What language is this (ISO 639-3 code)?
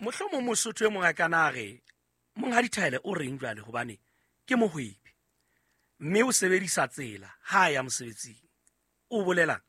sot